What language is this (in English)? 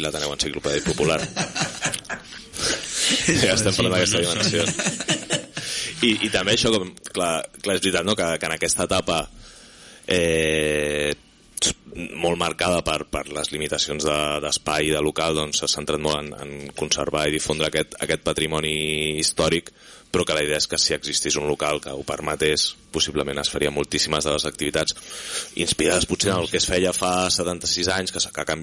Catalan